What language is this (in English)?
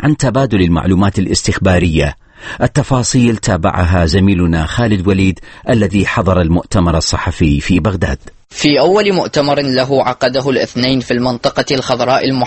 Arabic